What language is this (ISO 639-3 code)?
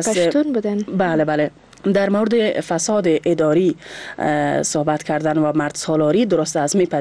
fas